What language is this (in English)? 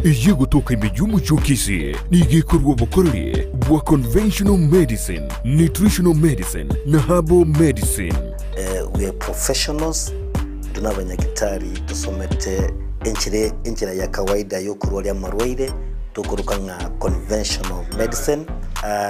Gusii